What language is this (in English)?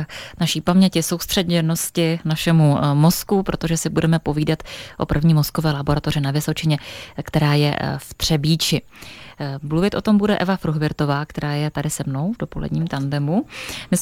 Czech